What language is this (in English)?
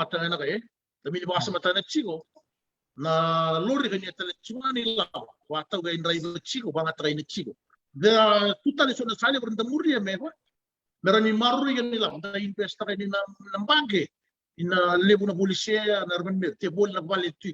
Fijian